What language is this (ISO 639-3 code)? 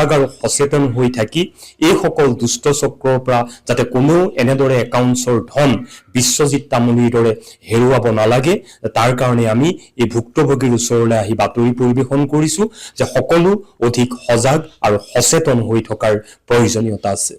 asm